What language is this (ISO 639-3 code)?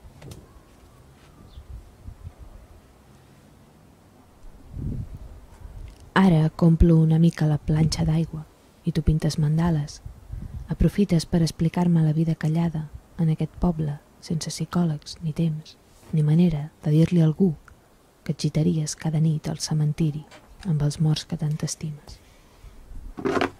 cat